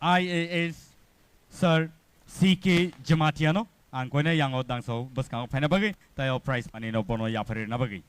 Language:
Kok Borok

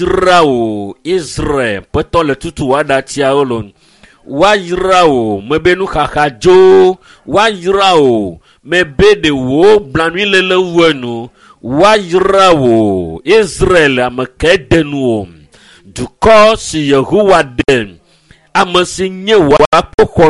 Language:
Ewe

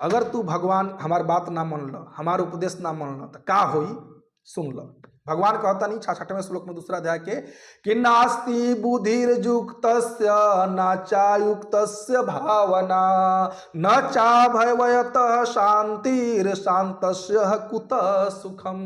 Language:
Bhojpuri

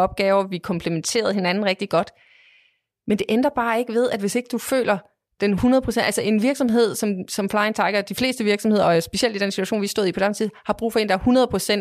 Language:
Danish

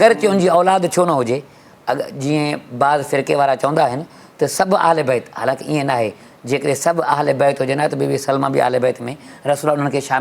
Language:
Sindhi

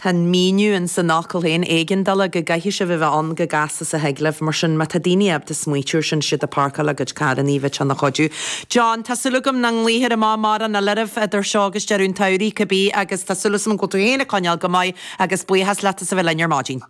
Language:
Irish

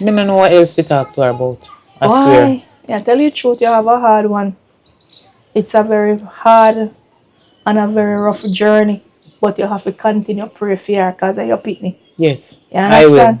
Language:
Jamaican Creole English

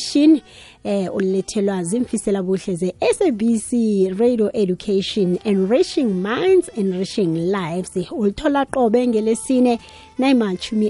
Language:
South Ndebele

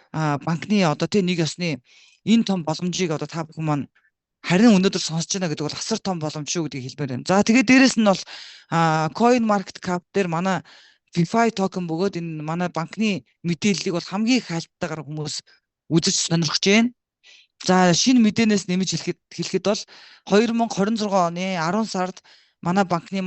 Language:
Mongolian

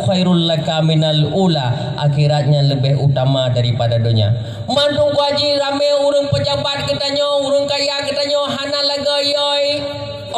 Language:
Achinese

